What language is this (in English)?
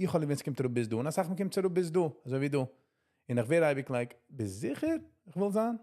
Yiddish